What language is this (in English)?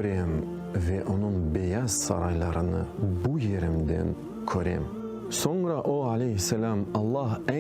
Crimean Tatar